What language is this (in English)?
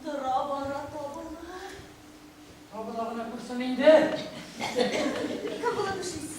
Tatar